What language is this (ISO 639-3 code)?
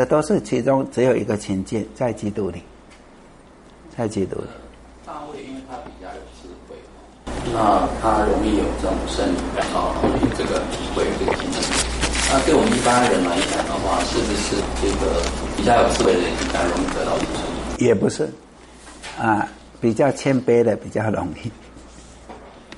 zho